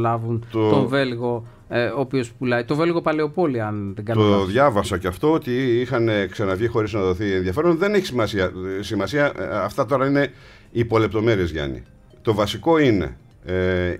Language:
Greek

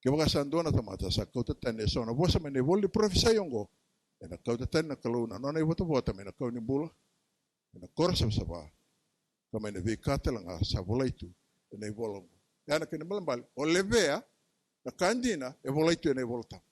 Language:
Fijian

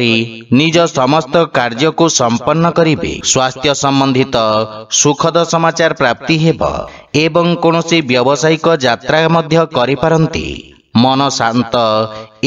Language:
Odia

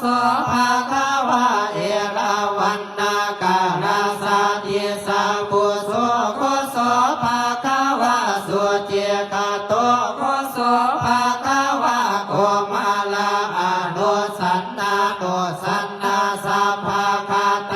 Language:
Pali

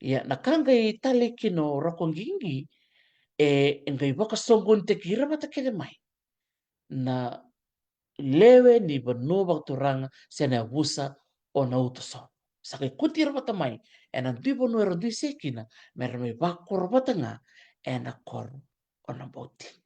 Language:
Fijian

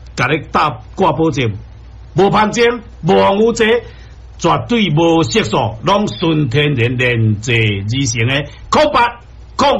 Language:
Min Nan Chinese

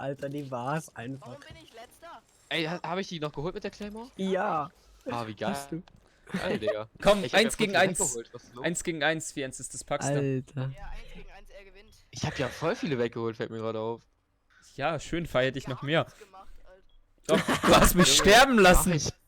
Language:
Swiss German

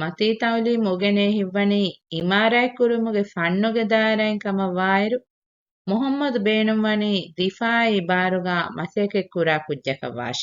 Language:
Divehi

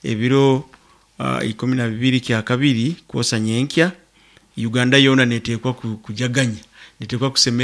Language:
Nyoro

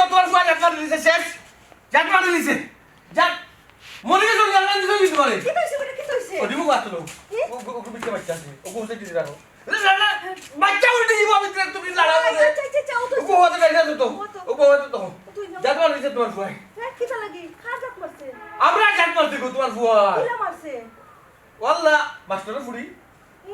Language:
Sylheti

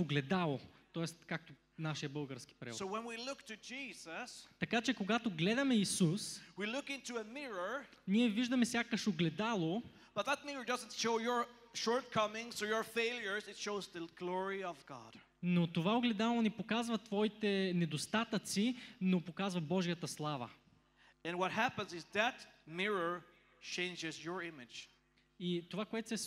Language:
Bulgarian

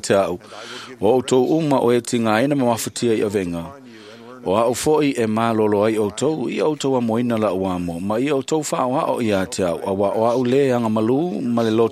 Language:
Samoan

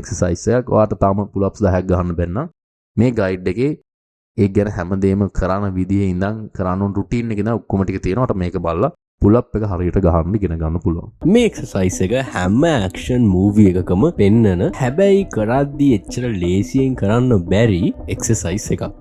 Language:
Sinhala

